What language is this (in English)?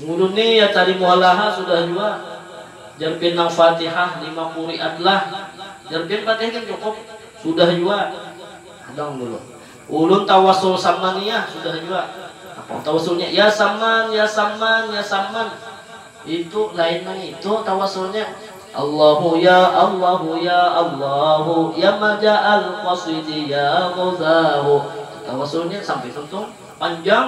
Banjar